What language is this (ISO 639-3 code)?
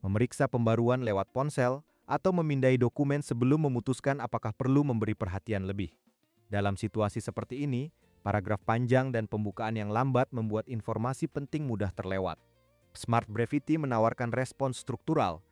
ind